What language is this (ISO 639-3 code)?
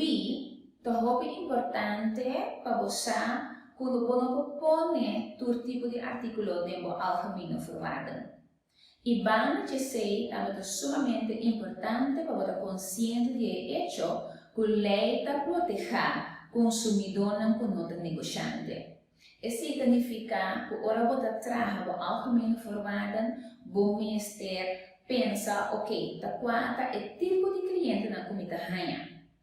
pap